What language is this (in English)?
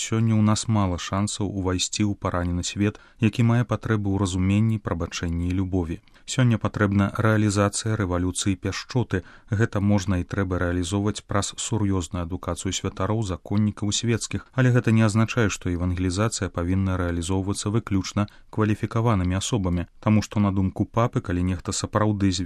Belarusian